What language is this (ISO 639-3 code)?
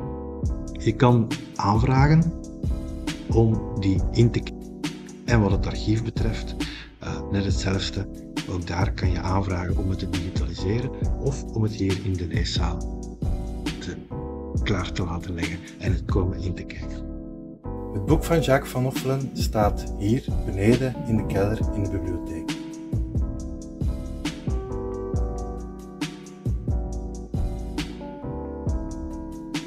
nld